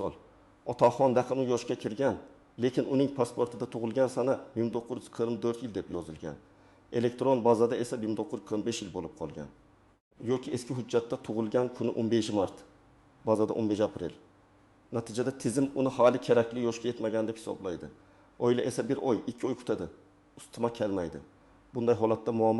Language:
Uzbek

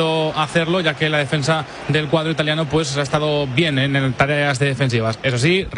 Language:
Spanish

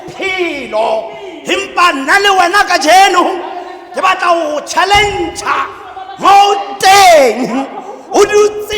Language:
Tswana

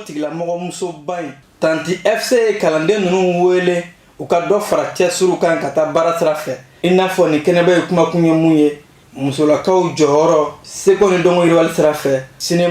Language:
Bambara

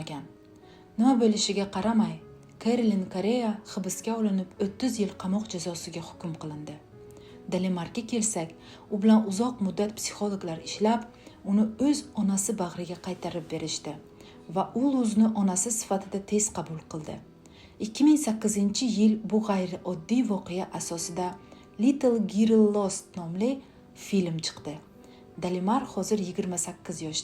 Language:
Uzbek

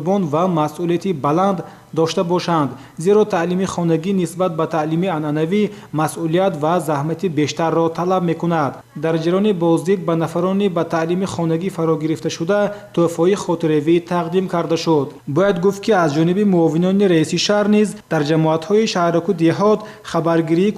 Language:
Tajik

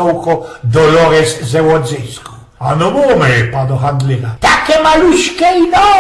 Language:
Silesian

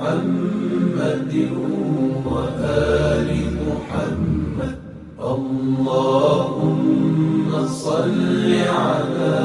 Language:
Ingush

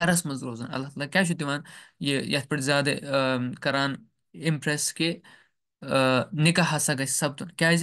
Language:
Kashmiri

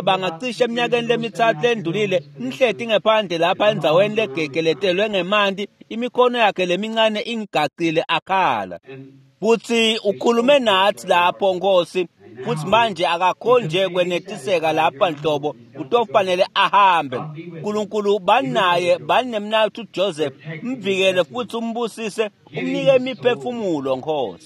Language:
Swati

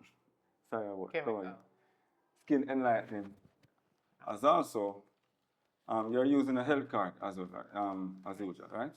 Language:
Jamaican Creole English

